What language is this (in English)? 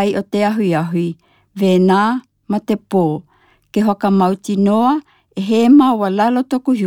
Tokelau